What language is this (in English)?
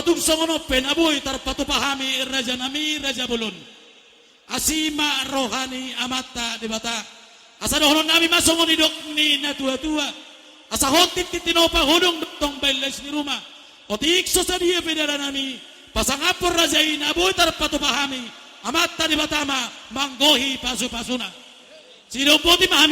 Batak Toba